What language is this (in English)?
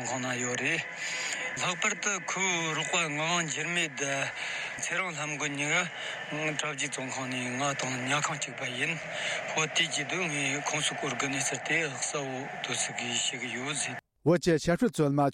Tibetan